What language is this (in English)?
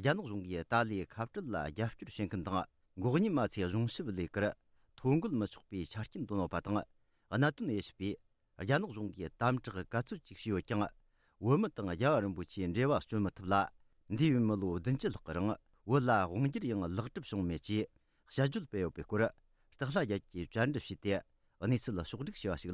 Tibetan